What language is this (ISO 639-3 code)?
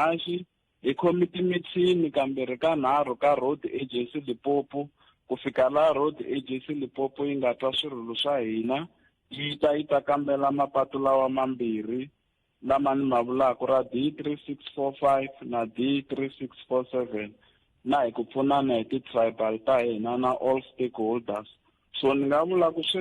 tso